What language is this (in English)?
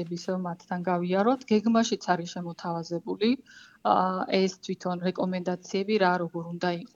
Georgian